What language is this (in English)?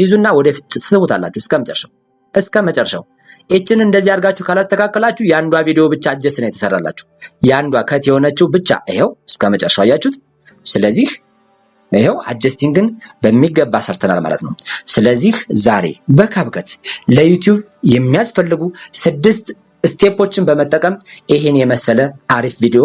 Amharic